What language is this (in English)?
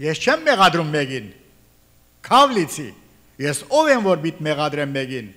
Armenian